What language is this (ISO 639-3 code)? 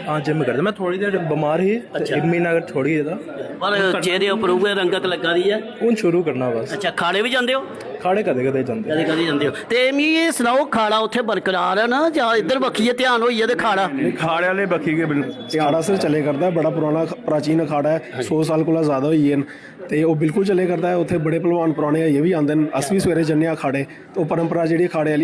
doi